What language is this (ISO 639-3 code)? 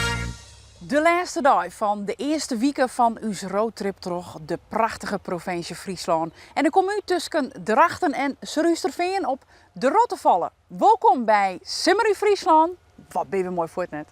fry